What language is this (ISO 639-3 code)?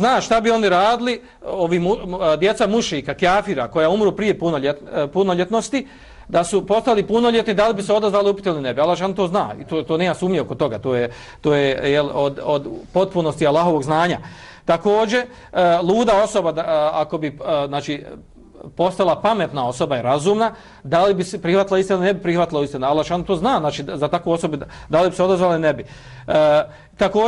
bos